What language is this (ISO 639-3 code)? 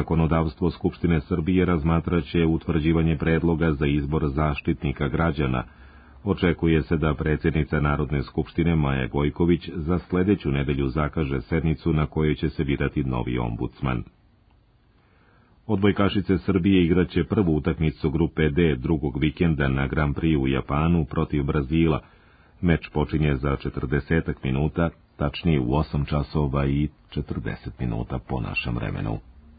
srp